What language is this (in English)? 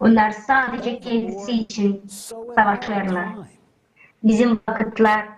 Gagauz